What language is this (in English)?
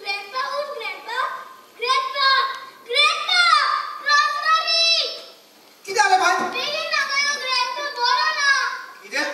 Konkani